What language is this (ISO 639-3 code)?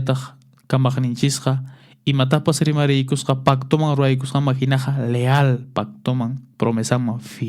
que